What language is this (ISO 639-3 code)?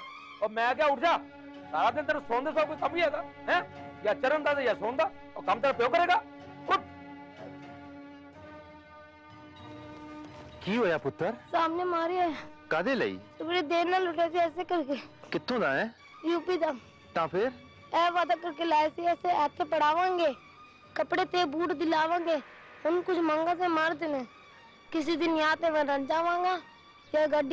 pan